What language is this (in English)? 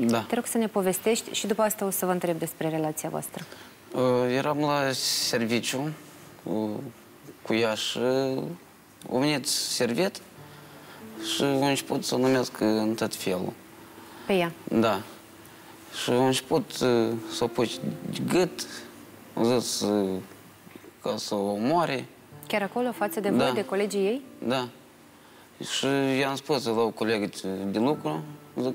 Romanian